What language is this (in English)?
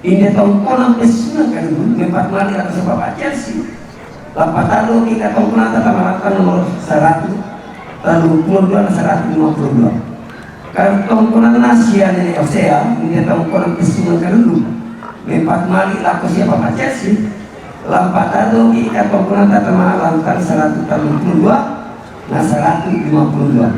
Toraja-Sa'dan